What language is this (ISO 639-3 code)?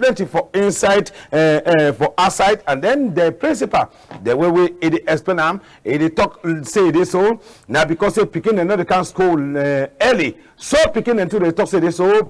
wes